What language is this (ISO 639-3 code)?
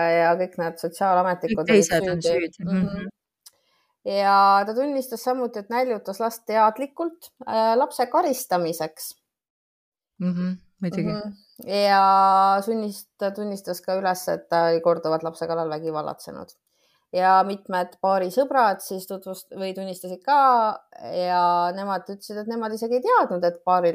est